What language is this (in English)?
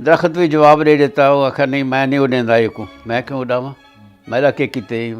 Saraiki